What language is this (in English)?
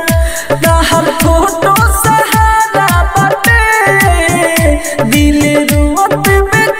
Bhojpuri